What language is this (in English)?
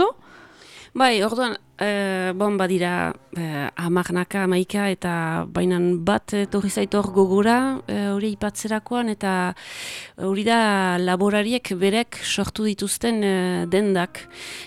Basque